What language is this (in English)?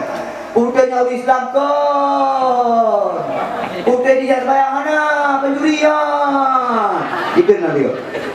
Achinese